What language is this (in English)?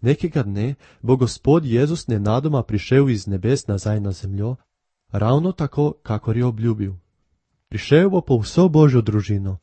Slovenian